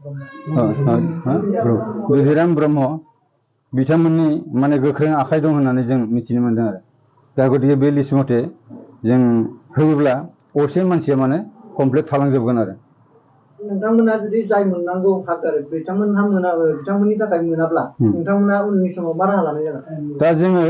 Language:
Bodo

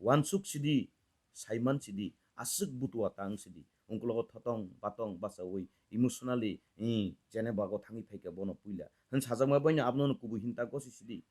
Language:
Kok Borok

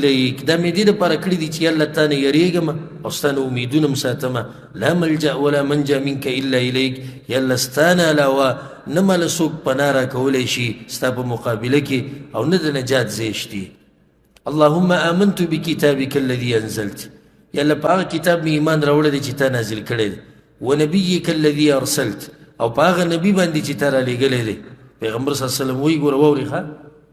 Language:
Pashto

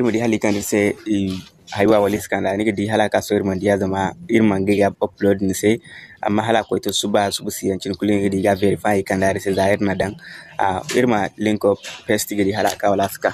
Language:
Zarma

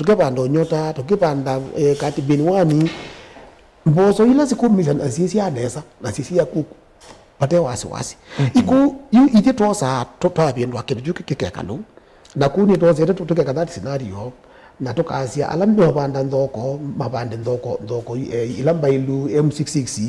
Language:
Kamba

